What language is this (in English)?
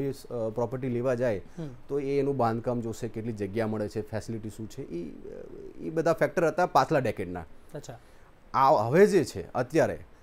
Gujarati